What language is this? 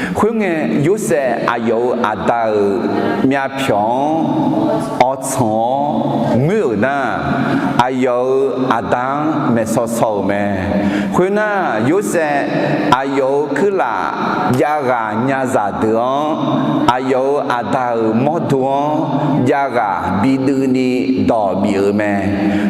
Akha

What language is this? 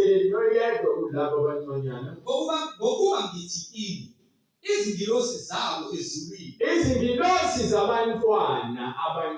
Zulu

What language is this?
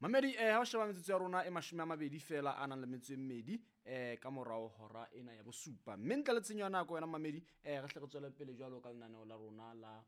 Southern Sotho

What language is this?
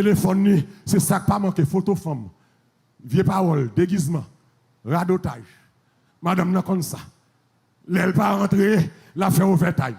Haitian Creole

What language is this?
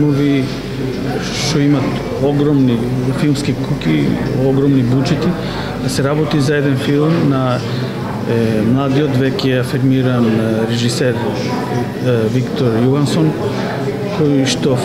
Macedonian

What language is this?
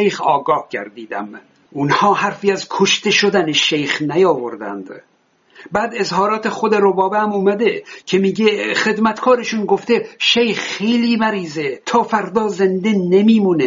Persian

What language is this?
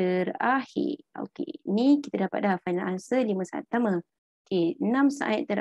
Malay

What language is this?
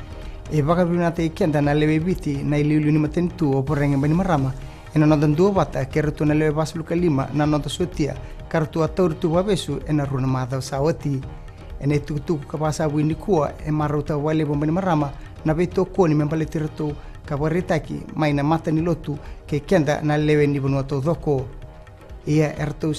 Fijian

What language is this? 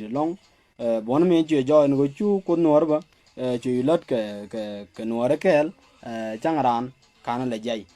Nuer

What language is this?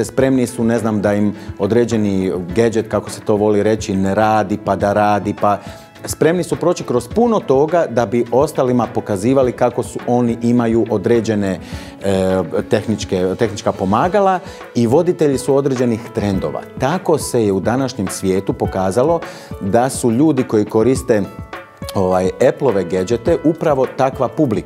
Croatian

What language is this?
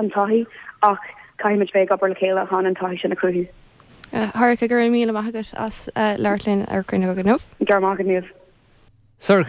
Irish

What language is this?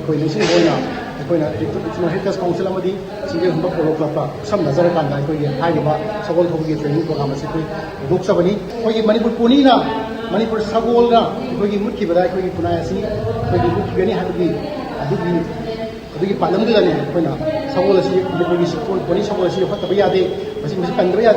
Manipuri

